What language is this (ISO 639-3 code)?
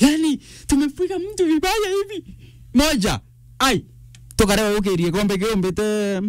mer